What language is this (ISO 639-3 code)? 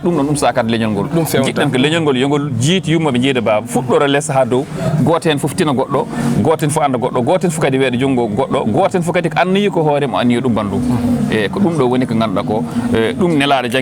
ful